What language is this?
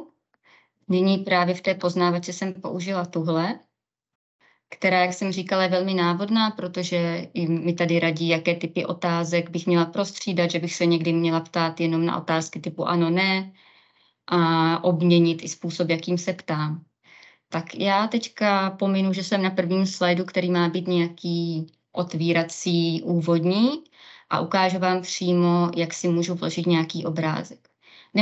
Czech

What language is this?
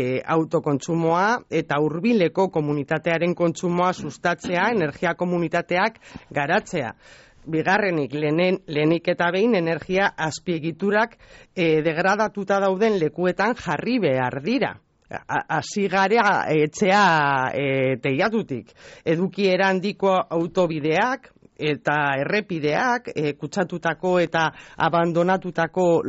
Basque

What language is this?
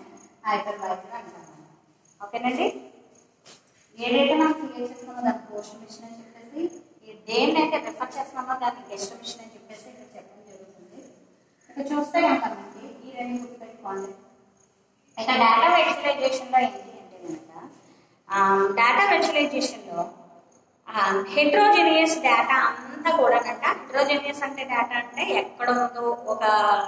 Telugu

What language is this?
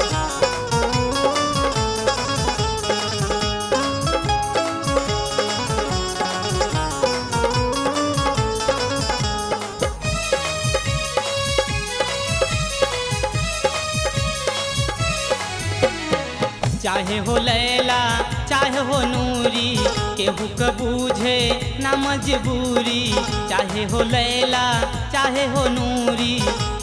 Bhojpuri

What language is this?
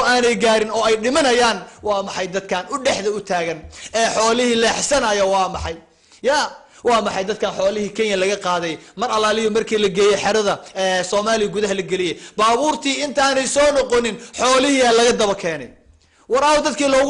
Somali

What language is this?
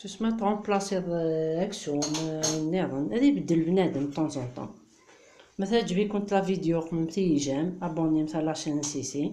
Kabyle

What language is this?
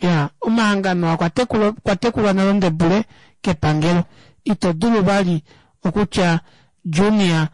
Kuanyama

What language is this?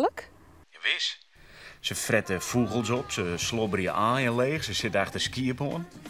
Western Frisian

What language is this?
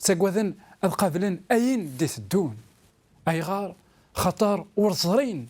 Kabyle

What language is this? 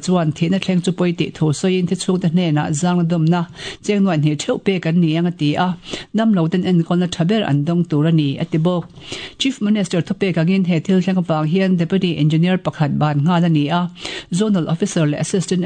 Mizo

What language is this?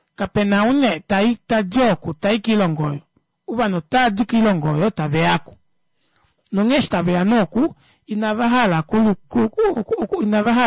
Kuanyama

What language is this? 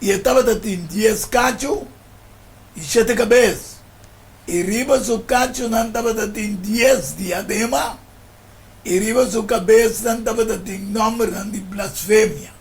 Papiamento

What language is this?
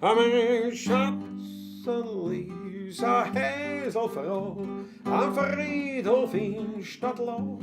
Bavarian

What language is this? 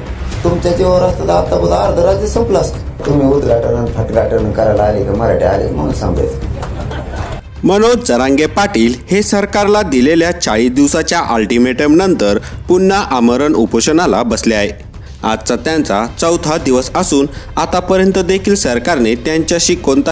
Marathi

